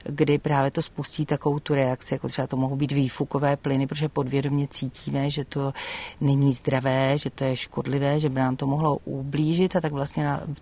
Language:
Czech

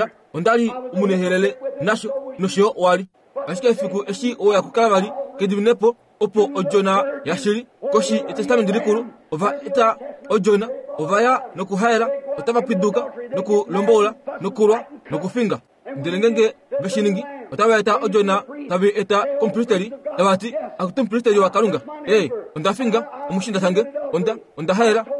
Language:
Kuanyama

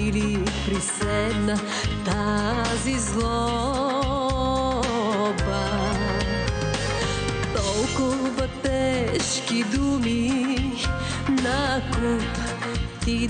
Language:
Bulgarian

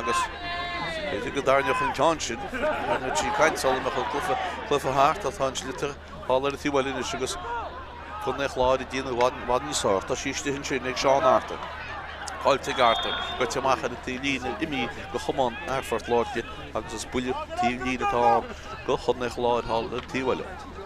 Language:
Irish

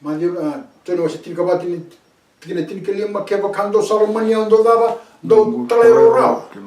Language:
Fijian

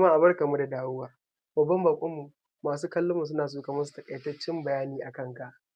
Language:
Hausa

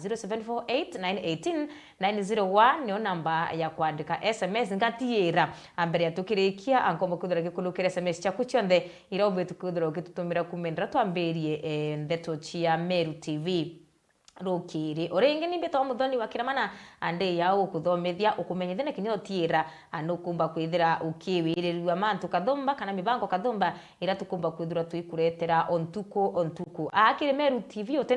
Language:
Meru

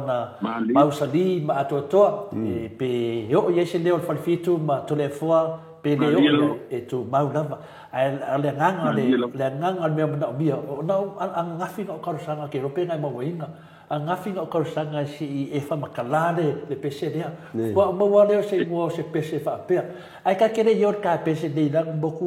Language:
Samoan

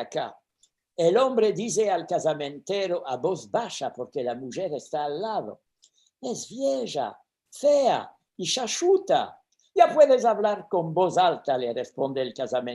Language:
Ladino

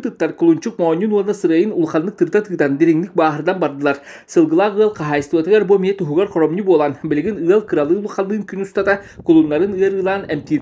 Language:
Yakut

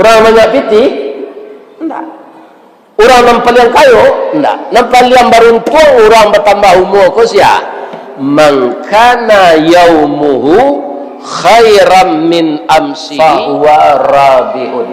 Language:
Minangkabau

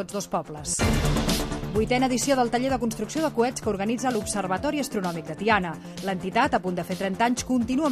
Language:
Catalan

